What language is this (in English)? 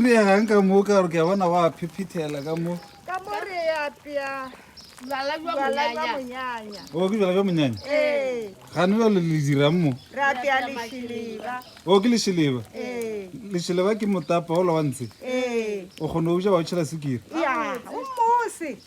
Northern Sotho